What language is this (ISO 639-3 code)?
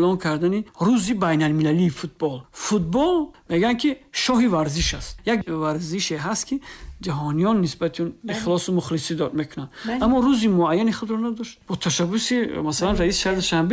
tgk